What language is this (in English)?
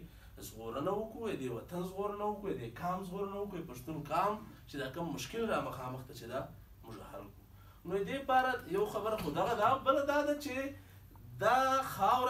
Pashto